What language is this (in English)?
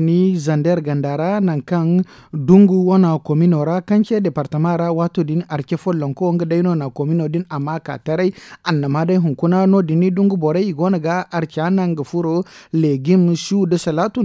Zarma